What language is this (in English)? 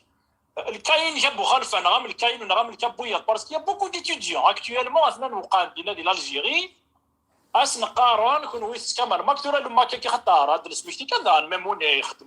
Kabyle